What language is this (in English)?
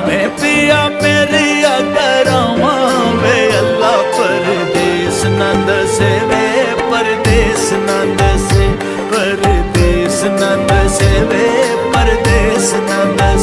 Pahari-Potwari